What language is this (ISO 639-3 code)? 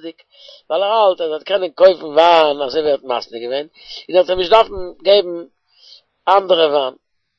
yid